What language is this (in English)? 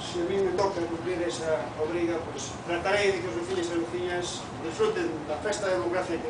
Galician